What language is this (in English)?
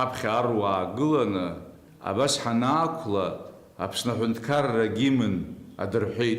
Abkhazian